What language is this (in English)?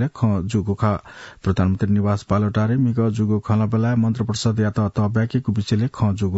Newari